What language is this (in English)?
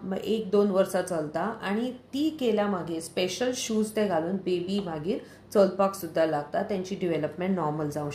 Konkani